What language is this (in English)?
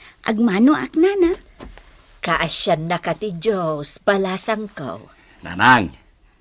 Iloko